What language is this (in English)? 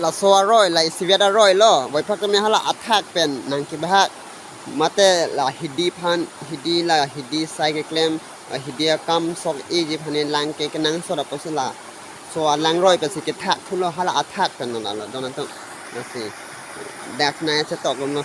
Karbi